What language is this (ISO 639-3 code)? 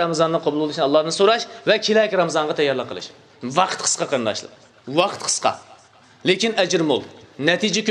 uig